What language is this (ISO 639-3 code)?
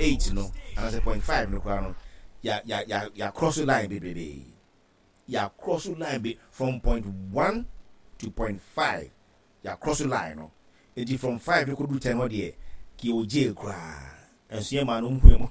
aka